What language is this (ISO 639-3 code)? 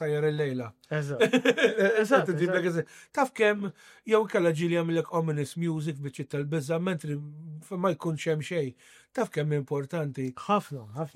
mlt